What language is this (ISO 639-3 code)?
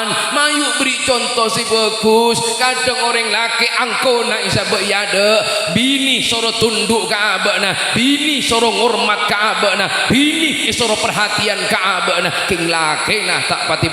mad